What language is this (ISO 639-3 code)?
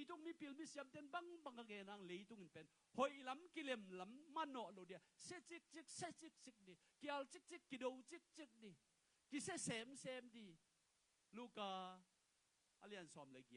ctd